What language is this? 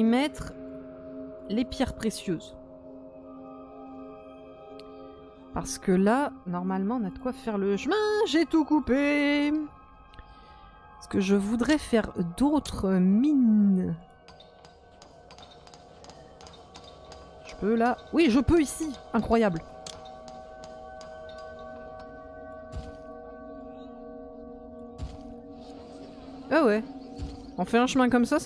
French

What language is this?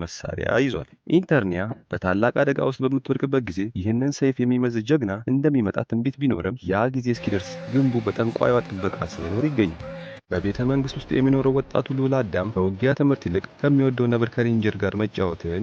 Amharic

